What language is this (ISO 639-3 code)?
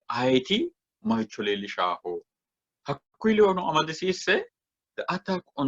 sid